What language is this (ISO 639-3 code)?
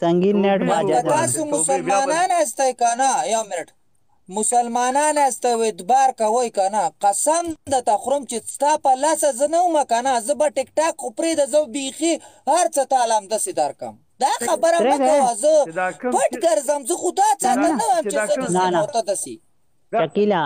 pus